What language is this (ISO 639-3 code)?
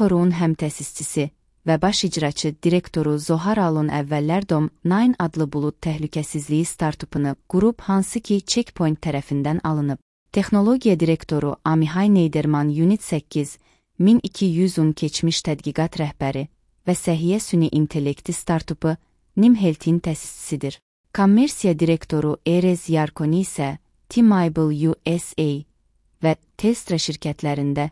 aze